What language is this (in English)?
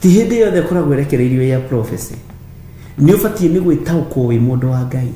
Kikuyu